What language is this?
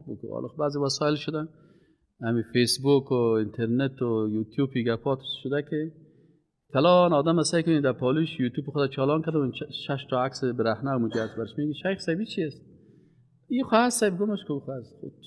Persian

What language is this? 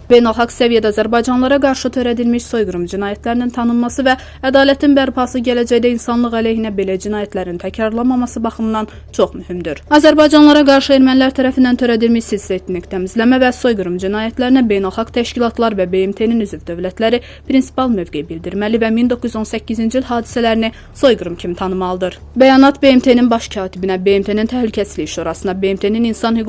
Azerbaijani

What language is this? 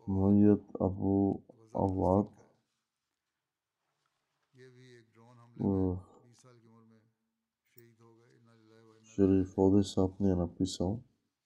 Bulgarian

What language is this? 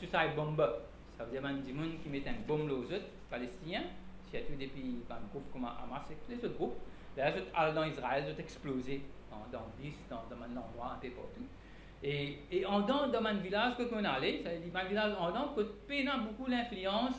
Morisyen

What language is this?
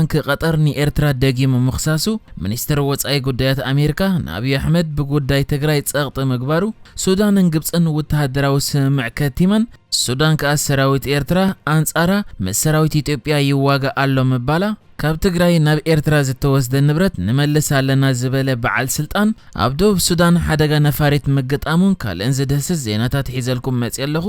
Tigrinya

